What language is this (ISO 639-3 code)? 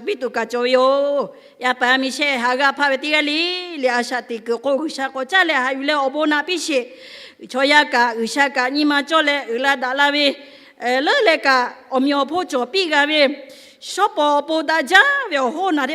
lhu